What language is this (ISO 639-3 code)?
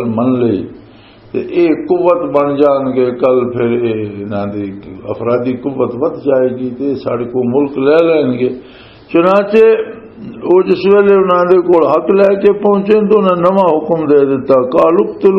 lah